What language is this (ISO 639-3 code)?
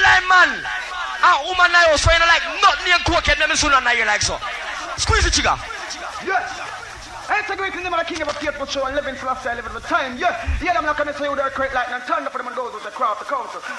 jam